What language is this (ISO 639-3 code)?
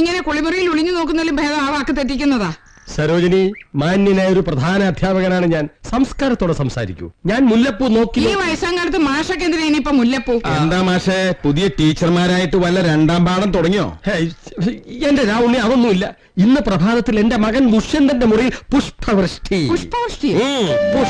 mal